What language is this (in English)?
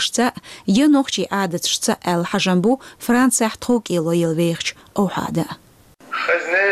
Chechen